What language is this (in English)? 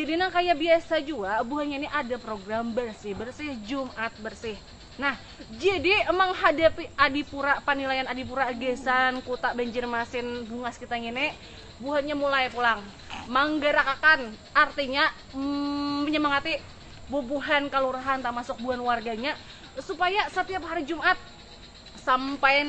Banjar